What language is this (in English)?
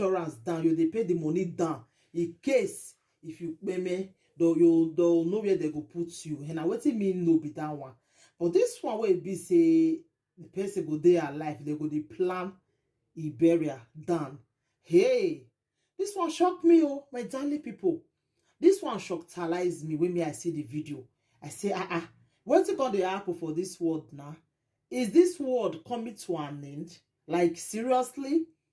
Nigerian Pidgin